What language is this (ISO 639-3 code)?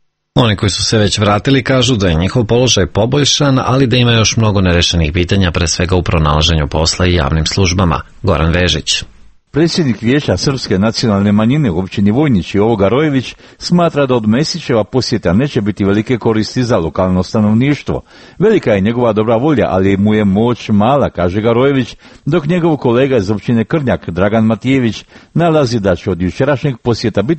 srp